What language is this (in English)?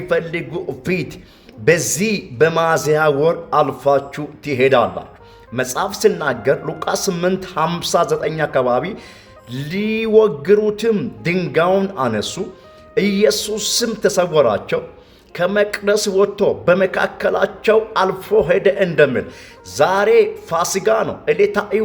Amharic